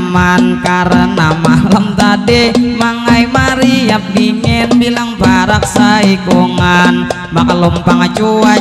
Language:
Banjar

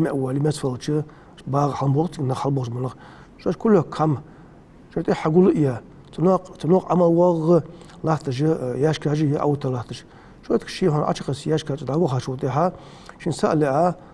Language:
Ingush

